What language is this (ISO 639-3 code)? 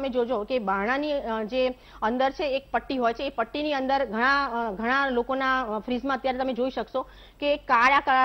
guj